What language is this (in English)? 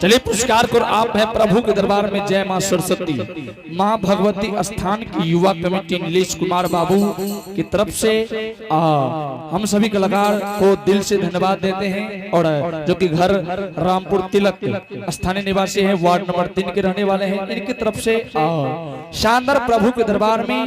Angika